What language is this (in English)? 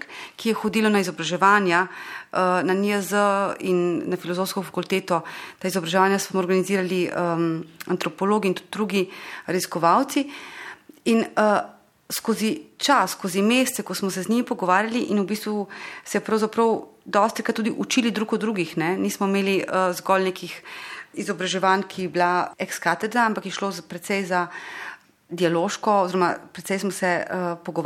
Slovenian